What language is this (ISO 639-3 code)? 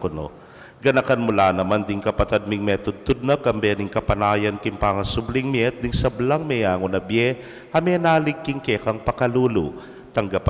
pam